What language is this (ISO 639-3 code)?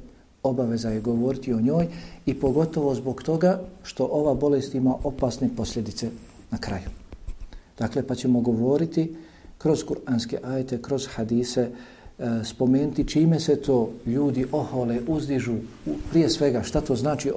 bos